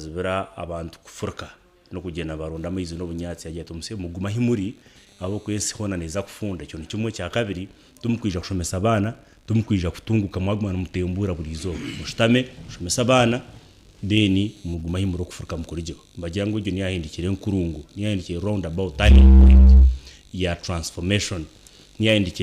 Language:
Nyankole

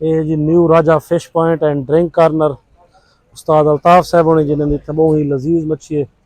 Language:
Saraiki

